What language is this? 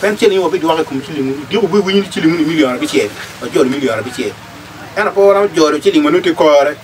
Acoli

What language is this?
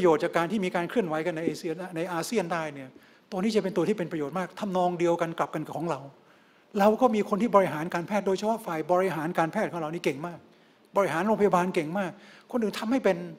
Thai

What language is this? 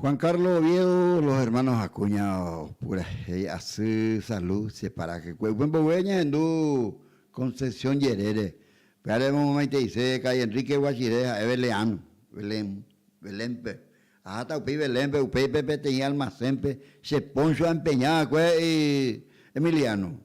Guarani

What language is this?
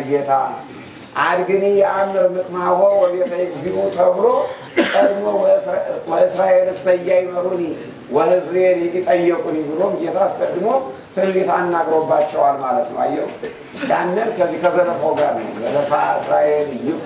Amharic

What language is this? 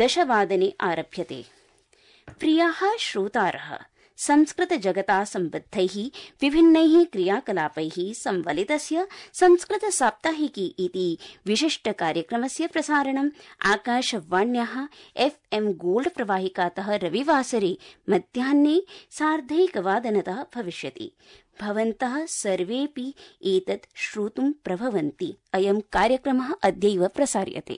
Sanskrit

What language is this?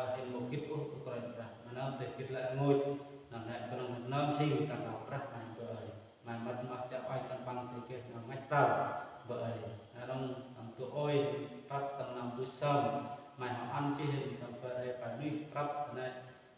Central Mnong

